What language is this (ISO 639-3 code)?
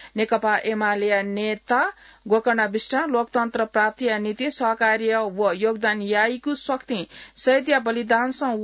new